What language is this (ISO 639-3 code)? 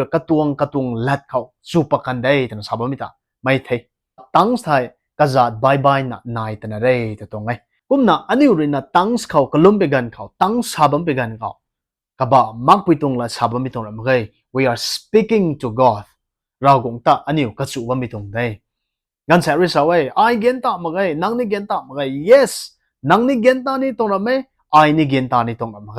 nbu